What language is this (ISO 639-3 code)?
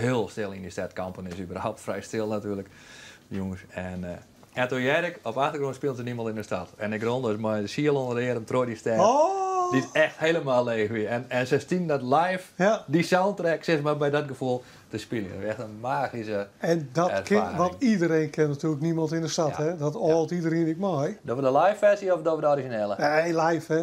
fry